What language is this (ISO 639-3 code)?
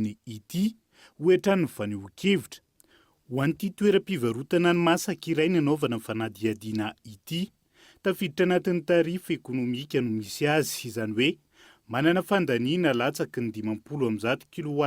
mlg